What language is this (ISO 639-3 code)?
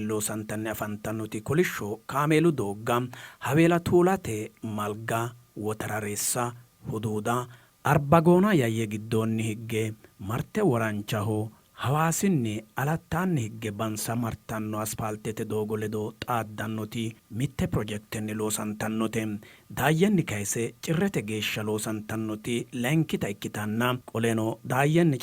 sid